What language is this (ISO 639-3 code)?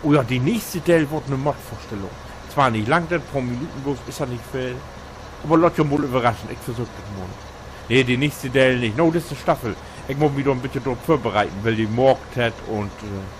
nds